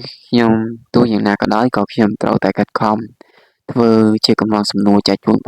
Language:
Khmer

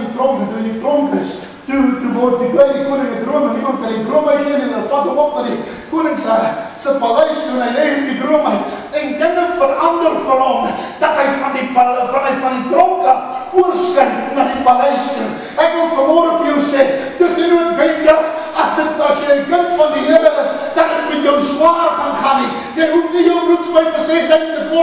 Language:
Afrikaans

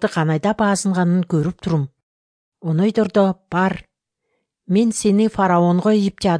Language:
Kyrgyz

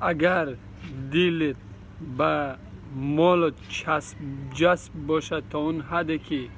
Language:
Persian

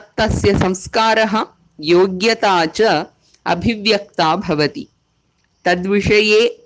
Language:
Sanskrit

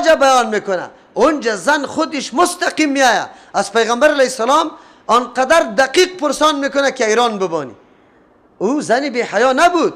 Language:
Persian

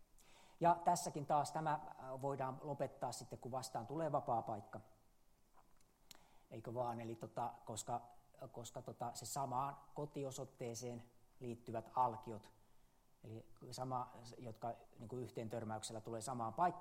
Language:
Finnish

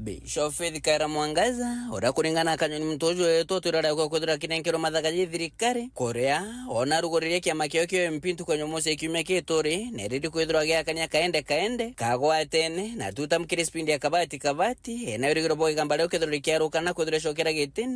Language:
Meru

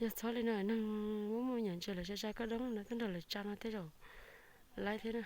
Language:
Hmong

